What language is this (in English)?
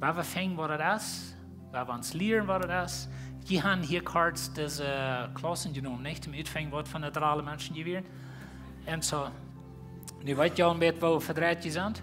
Plautdietsch